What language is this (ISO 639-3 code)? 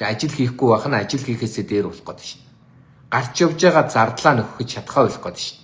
mon